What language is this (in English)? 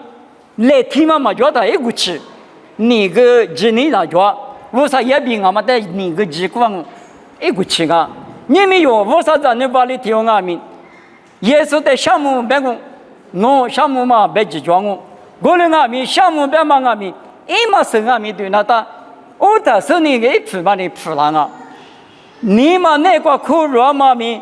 Lisu